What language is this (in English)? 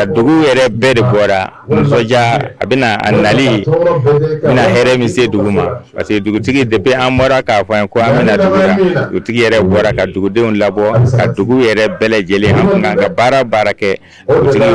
Bambara